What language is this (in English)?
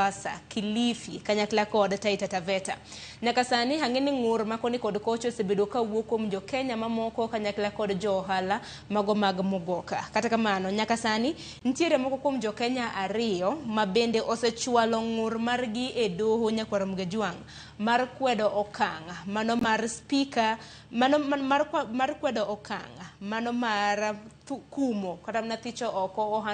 Luo (Kenya and Tanzania)